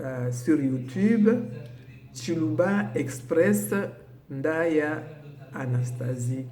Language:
Luba-Lulua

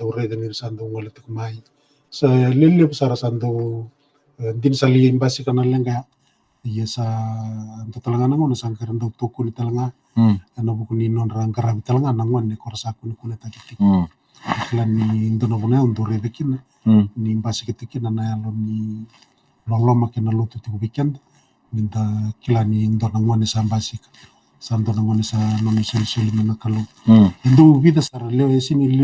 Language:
Fijian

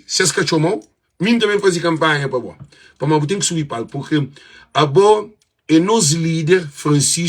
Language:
Kabuverdianu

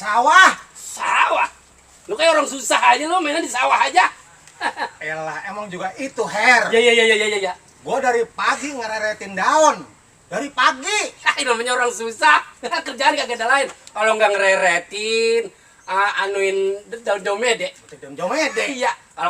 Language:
Betawi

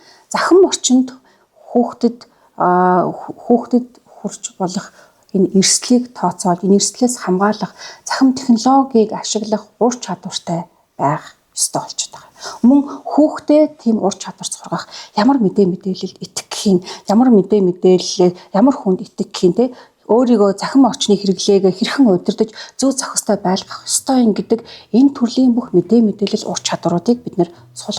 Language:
Mongolian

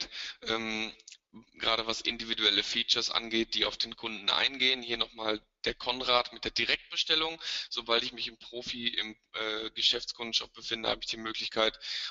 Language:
German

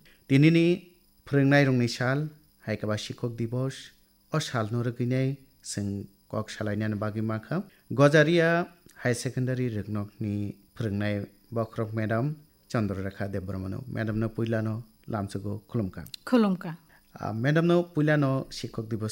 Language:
Kok Borok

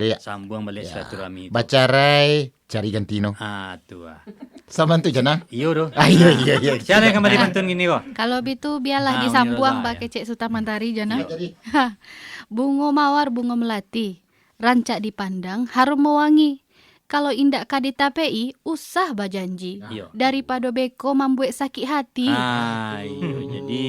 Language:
Minangkabau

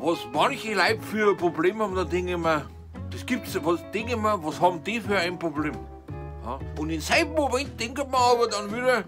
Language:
Bavarian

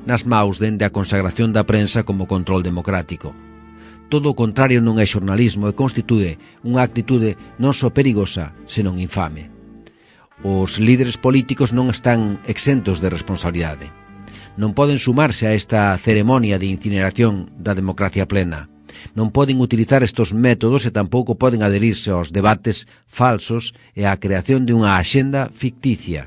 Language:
Galician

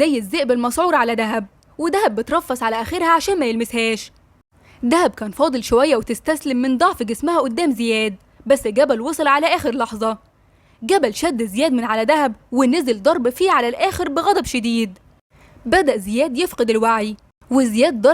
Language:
Egyptian Arabic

